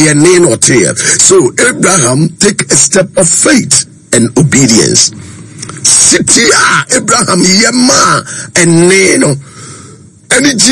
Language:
Akan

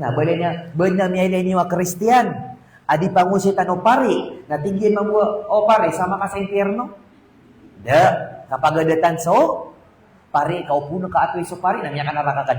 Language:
Maranao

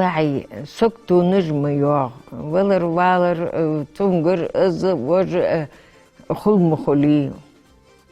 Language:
Ingush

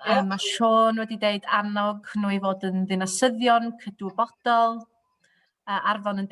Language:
Welsh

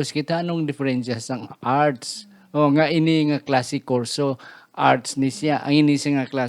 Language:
Hiligaynon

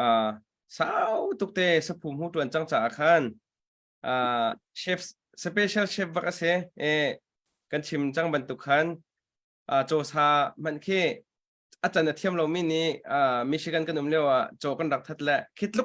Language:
Hakha Chin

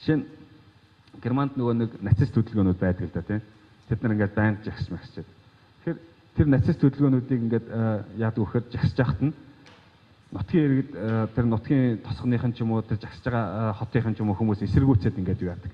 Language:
Mongolian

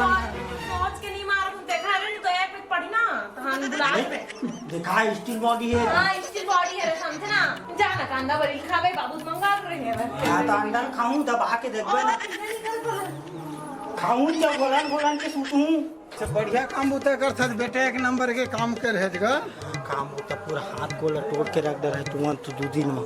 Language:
Chhattisgarhi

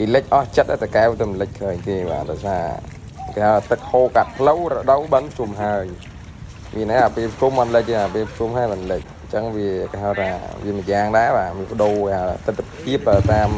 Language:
Khmer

